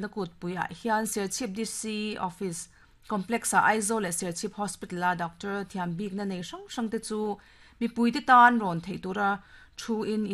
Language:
Mizo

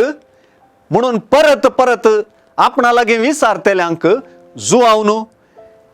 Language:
Konkani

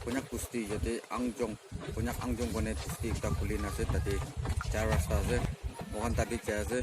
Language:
Naga Pidgin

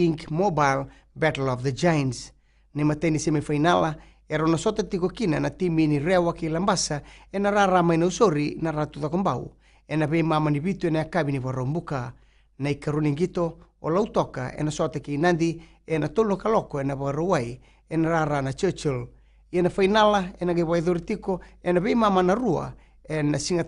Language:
Fijian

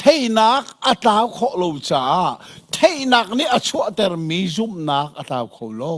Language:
Hakha Chin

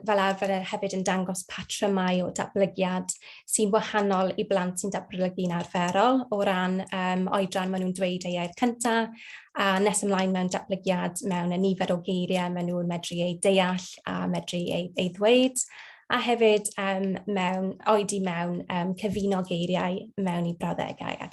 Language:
Welsh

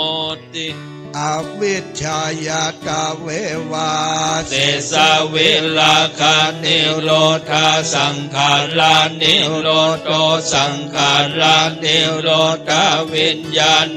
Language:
Pali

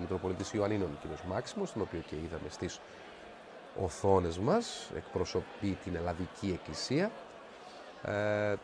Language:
Greek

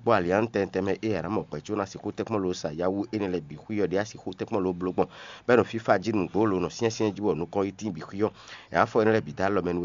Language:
Fon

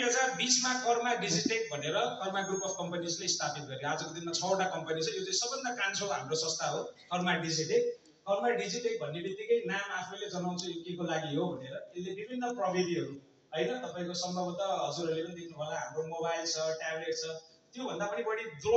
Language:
Nepali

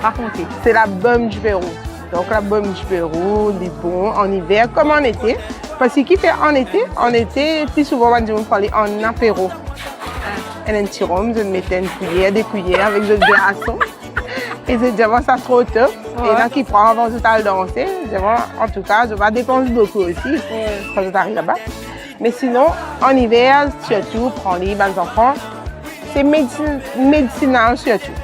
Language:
Morisyen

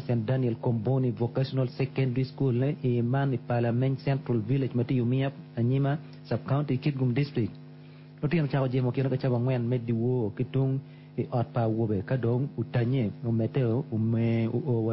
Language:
Acoli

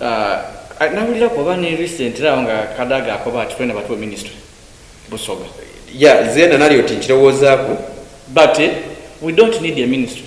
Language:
Soga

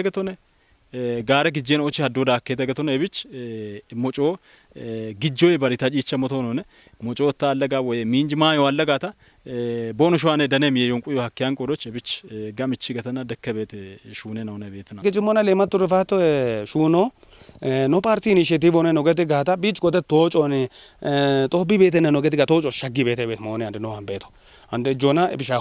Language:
Kafa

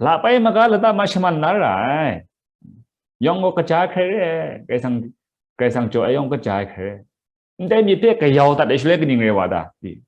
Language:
Kachin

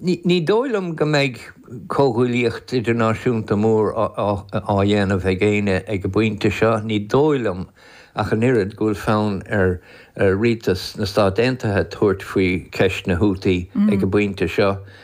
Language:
Irish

